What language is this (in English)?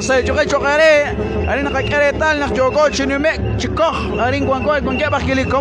Kekchí